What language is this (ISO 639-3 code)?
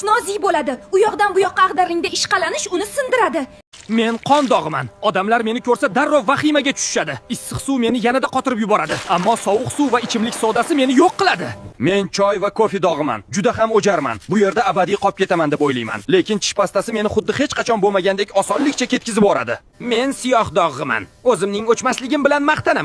uzb